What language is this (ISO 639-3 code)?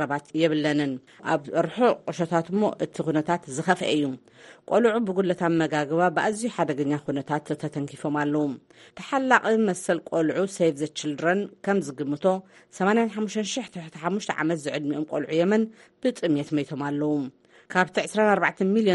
tir